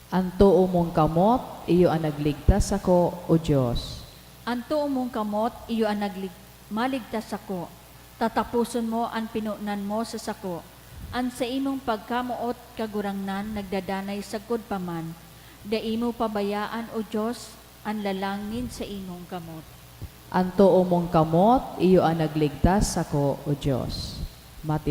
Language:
Bikol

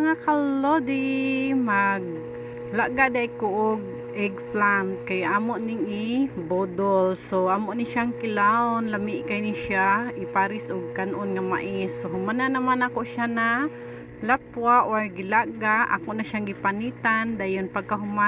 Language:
Cebuano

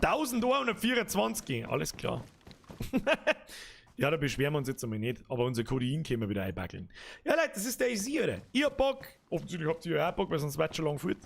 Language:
Bavarian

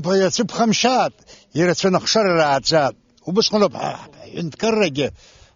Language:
Abkhazian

